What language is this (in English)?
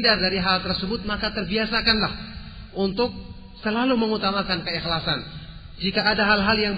Indonesian